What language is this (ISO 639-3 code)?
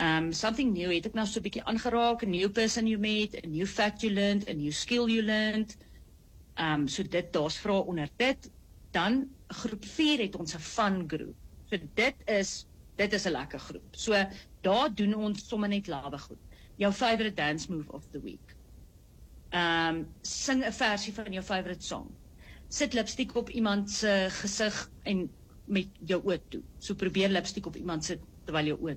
afr